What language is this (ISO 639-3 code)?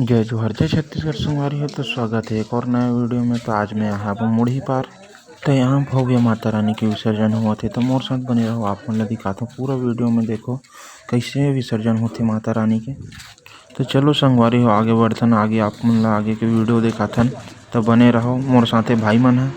hne